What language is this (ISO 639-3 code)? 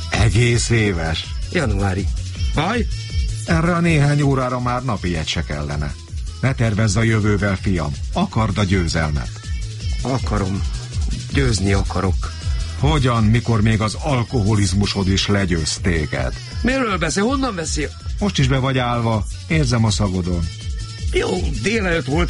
hun